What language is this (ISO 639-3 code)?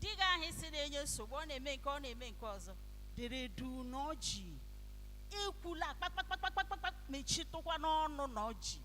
ibo